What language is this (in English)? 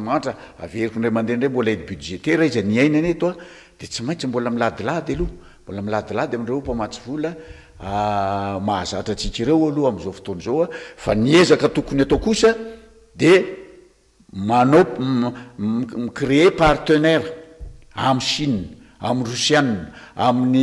Malagasy